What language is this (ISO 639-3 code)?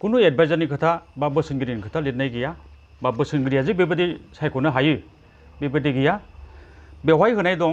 brx